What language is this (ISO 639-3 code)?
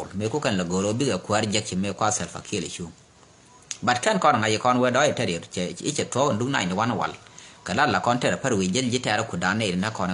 nus